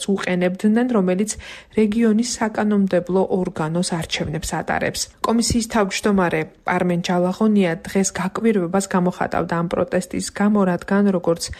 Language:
Georgian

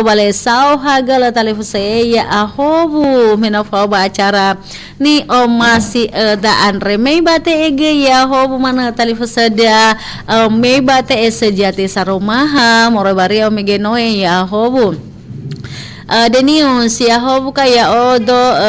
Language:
Nias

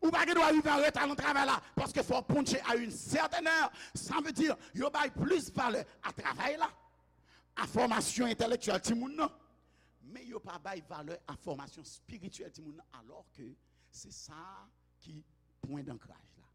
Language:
Haitian Creole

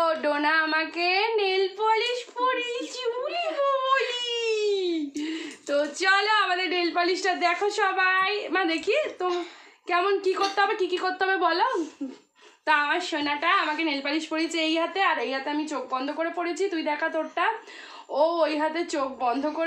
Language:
Bangla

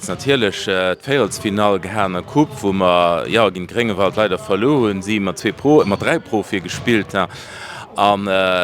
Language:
Luxembourgish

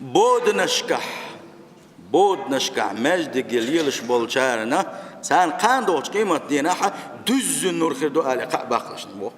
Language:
Chechen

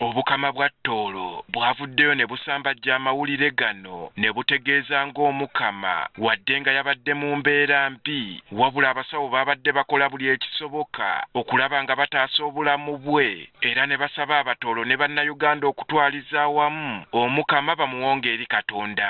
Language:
Ganda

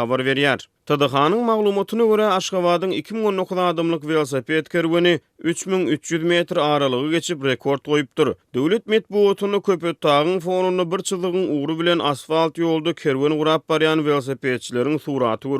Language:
Turkmen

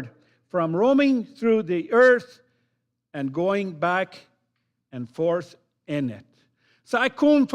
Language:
Plautdietsch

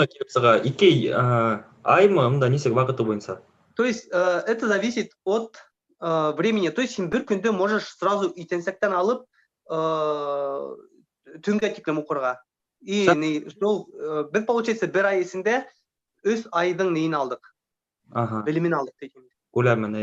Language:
Bashkir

